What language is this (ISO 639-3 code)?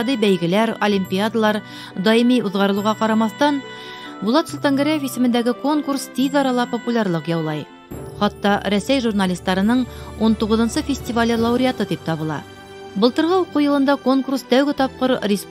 bak